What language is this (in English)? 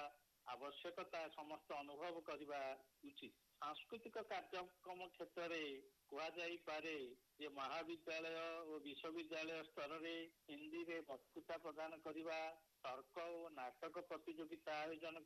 Odia